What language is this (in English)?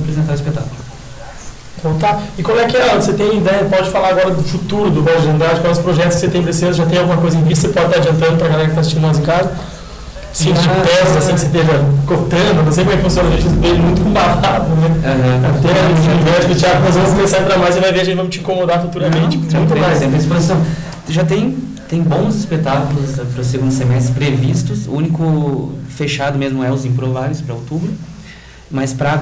Portuguese